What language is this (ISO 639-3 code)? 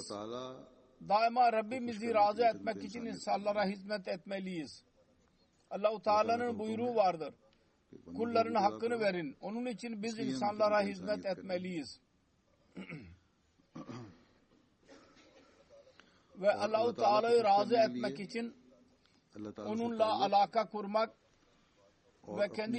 tur